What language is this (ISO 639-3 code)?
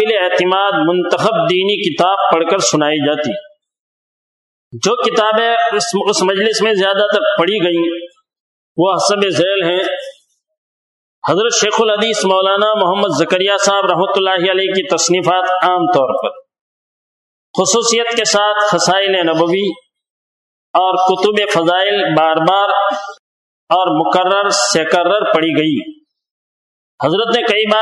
urd